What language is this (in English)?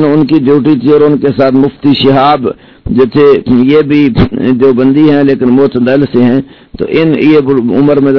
Urdu